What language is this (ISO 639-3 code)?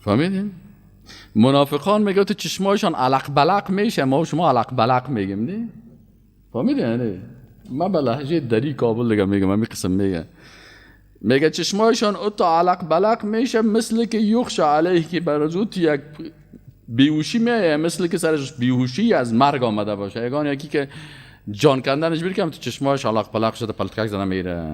fas